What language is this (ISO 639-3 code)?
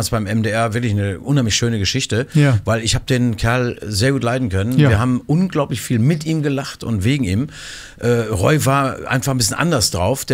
deu